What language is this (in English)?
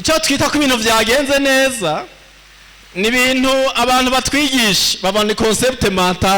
Rundi